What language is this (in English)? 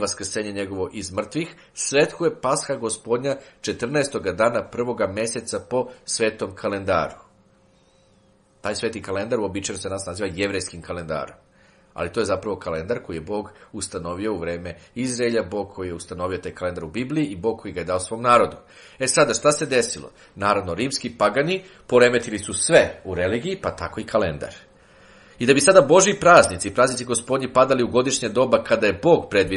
Serbian